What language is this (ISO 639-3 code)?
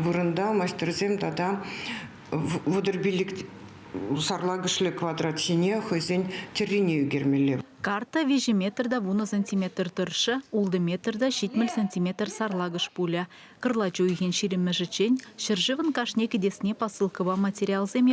chv